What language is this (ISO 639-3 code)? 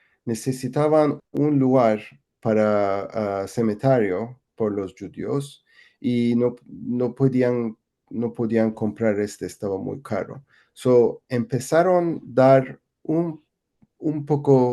lad